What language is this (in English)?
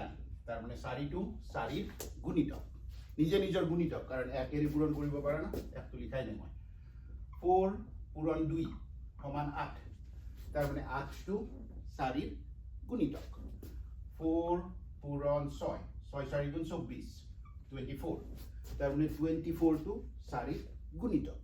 Assamese